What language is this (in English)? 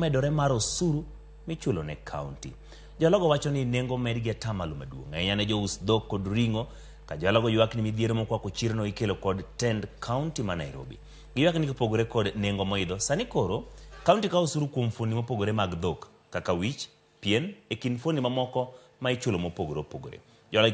Luo (Kenya and Tanzania)